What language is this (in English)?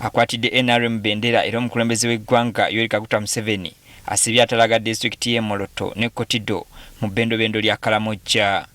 Ganda